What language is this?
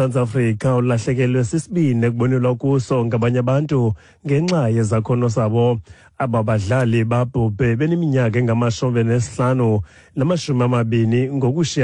Xhosa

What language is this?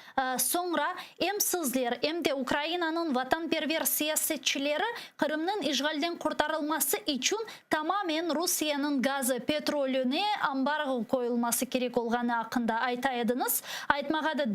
Crimean Tatar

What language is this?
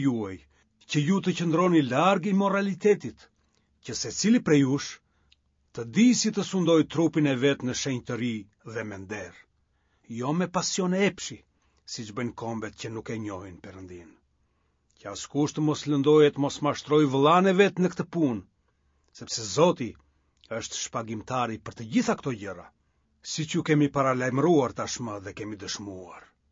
Albanian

